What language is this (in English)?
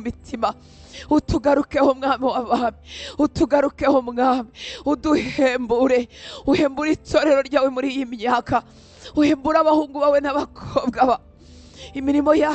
Kinyarwanda